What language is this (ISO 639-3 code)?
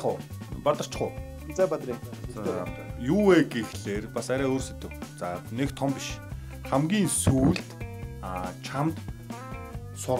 mon